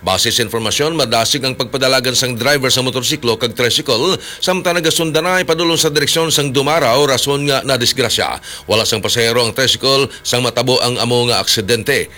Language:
Hiligaynon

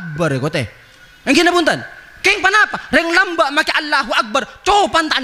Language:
Madurese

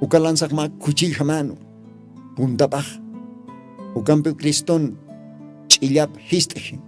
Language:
Aymara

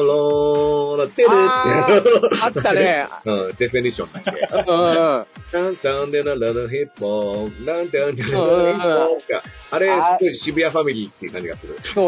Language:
Japanese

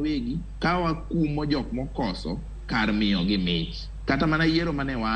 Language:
Luo (Kenya and Tanzania)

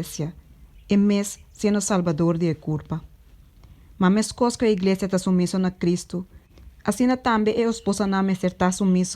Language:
Papiamento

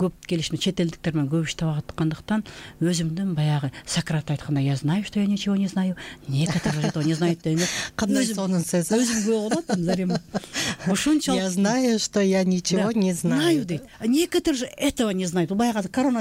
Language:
Kyrgyz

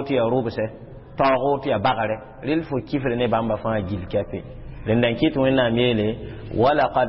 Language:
Mossi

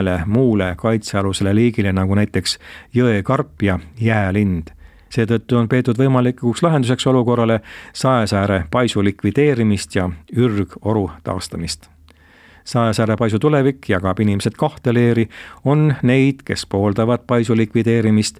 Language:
Estonian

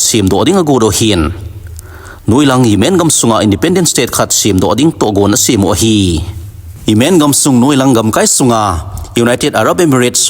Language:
Thado Chin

